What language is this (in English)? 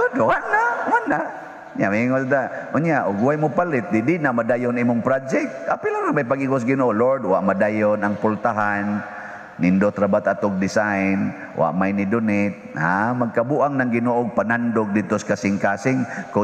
Cebuano